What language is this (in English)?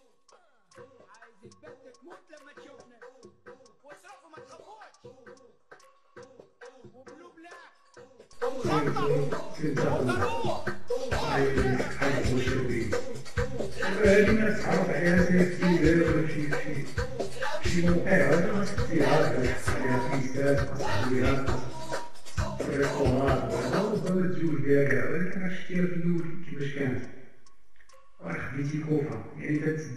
Moroccan Arabic